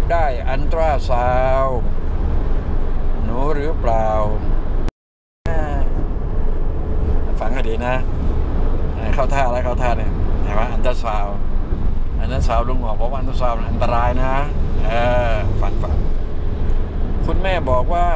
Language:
Thai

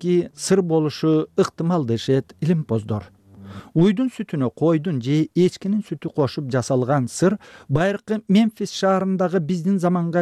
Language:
Kyrgyz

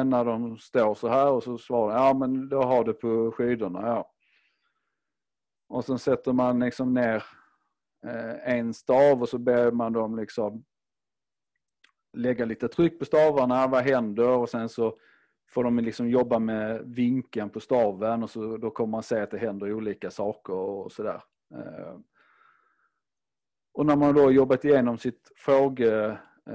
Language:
Swedish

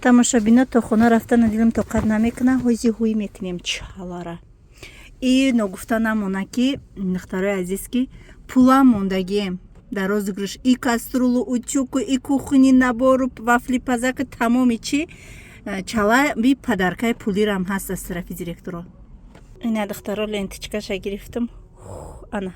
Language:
Tajik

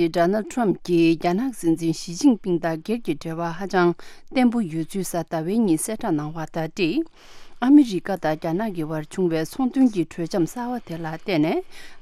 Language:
Tibetan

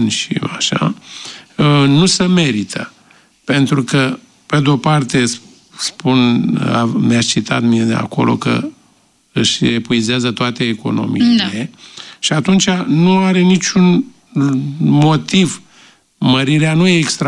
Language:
Romanian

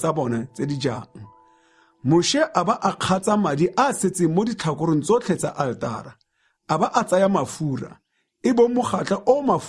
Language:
Tswana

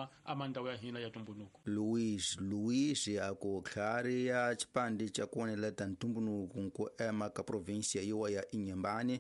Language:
Tsonga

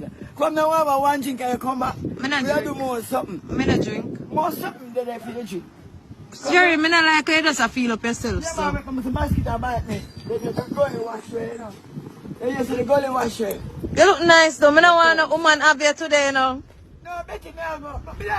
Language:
Jamaican Creole English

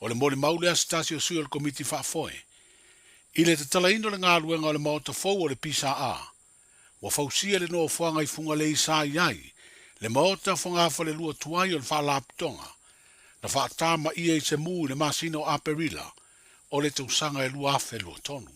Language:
Samoan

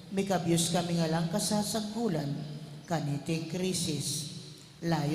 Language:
Pampanga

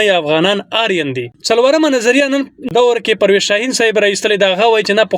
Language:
Pashto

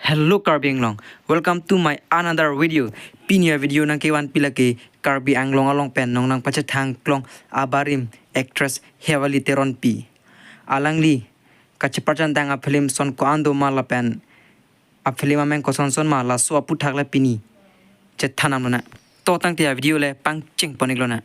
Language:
Karbi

